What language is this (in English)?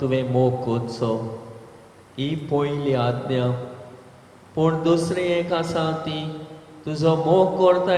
Konkani